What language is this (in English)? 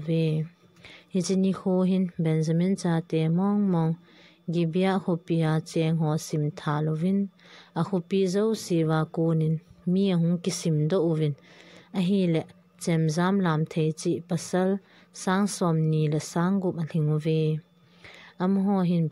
Thado Chin